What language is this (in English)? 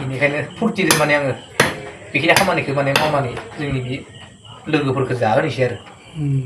Bodo